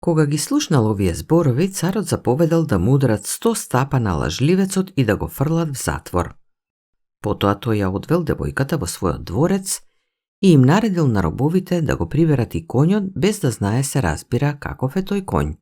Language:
Macedonian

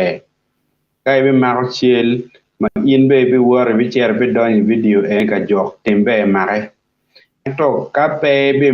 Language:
Acoli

